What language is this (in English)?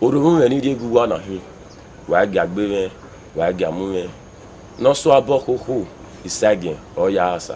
Bini